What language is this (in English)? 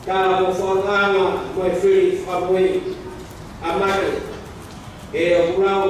Tongan